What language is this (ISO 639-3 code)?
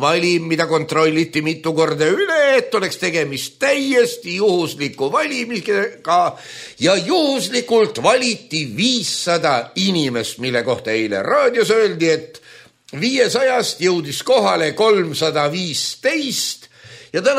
est